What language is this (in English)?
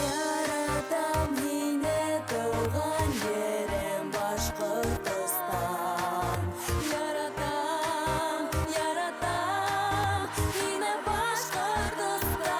Bashkir